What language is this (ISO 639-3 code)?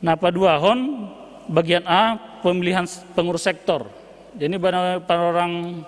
bts